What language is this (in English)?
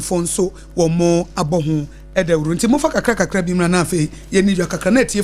Akan